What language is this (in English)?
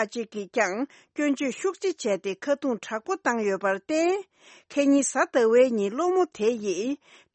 Tibetan